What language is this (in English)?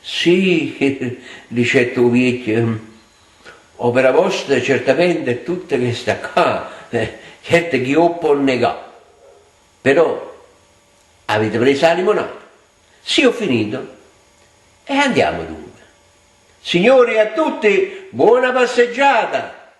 Neapolitan